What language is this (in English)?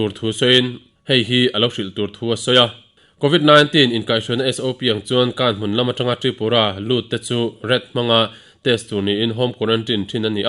Mizo